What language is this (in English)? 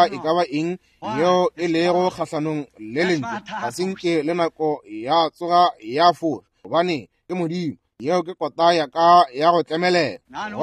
Northern Sotho